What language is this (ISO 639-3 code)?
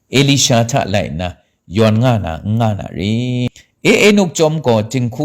kac